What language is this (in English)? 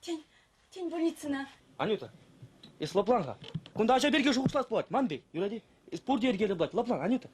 Chuvash